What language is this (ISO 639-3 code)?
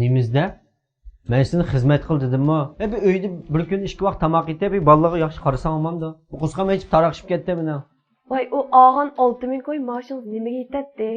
uig